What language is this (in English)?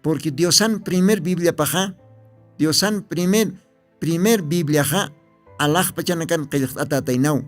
Aymara